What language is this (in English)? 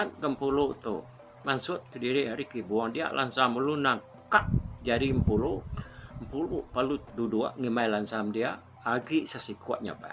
Iban